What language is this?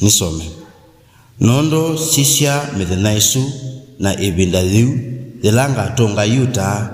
Kamba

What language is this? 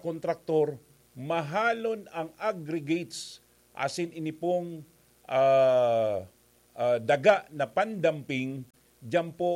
Bikol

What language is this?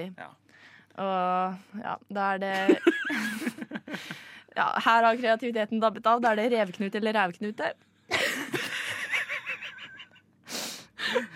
Norwegian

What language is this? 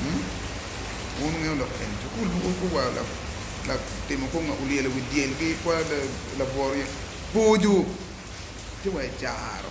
Acoli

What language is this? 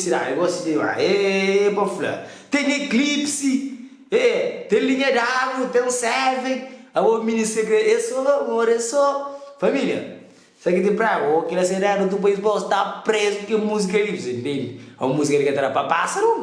Kabuverdianu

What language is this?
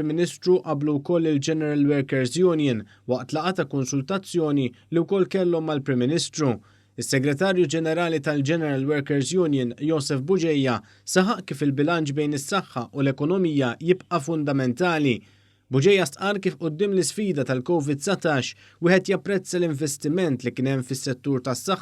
Maltese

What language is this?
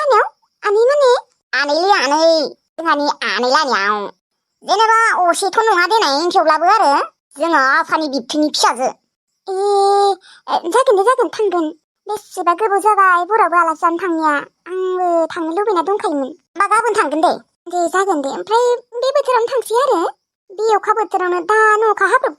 Bodo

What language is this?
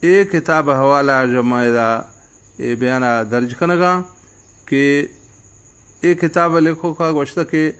Baluchi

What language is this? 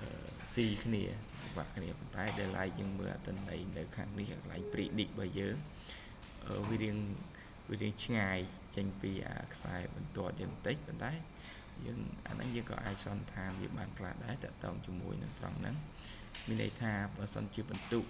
Khmer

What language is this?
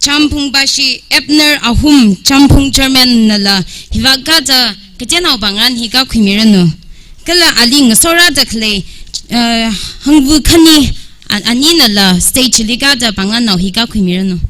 Tangkhul Naga (India)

